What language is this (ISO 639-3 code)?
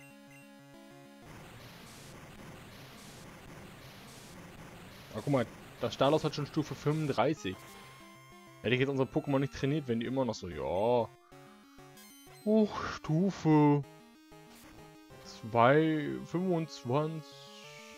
deu